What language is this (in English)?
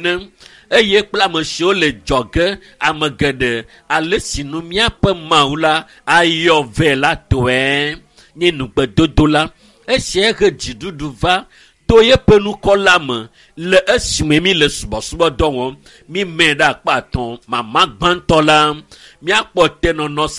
Ewe